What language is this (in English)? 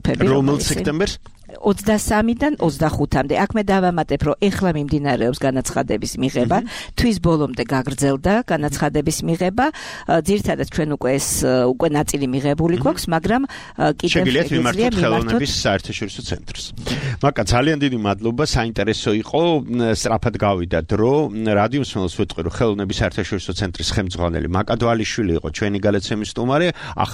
Georgian